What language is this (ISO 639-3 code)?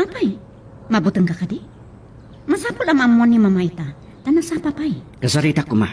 ilo